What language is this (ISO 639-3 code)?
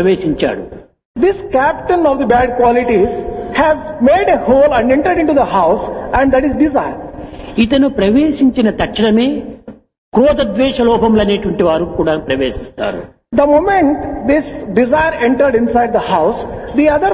tel